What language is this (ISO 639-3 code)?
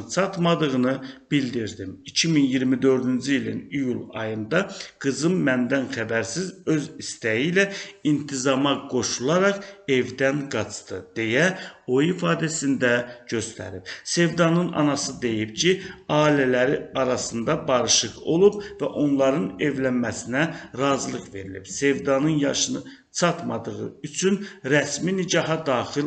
aze